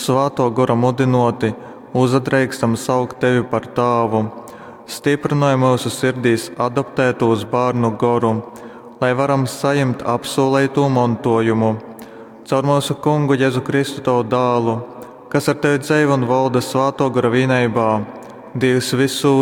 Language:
Latgalian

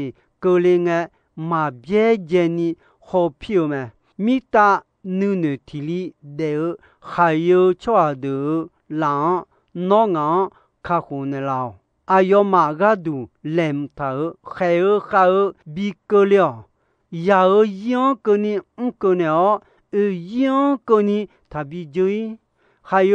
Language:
Akha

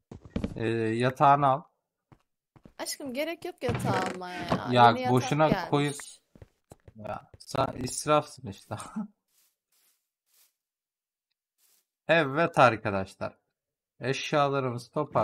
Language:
Turkish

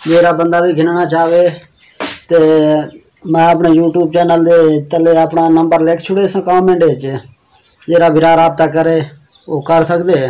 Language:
Saraiki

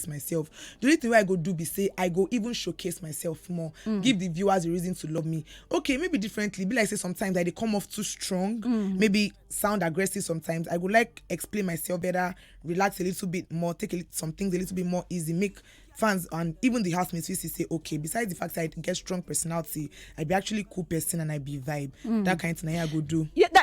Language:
Nigerian Pidgin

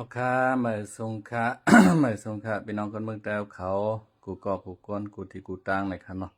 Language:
Shan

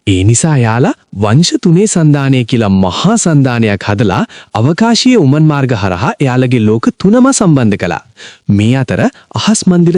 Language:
Sinhala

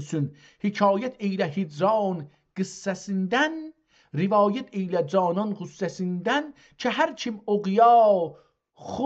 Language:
South Azerbaijani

